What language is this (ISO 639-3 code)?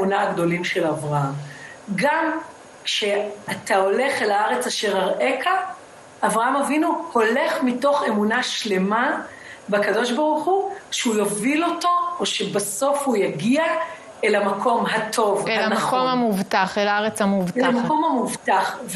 heb